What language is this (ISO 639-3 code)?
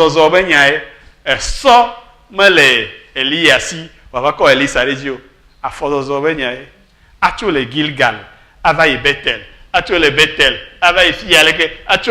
ewe